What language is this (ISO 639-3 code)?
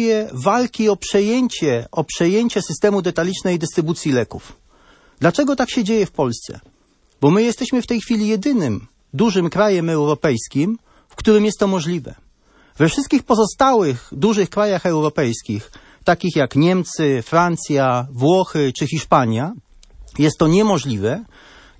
pol